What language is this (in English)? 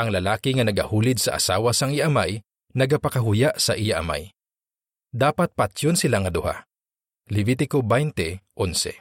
Hiligaynon